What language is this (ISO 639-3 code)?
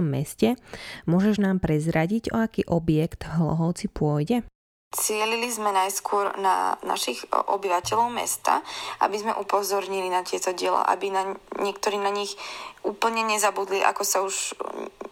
slk